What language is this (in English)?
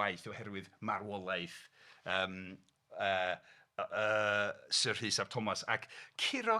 Welsh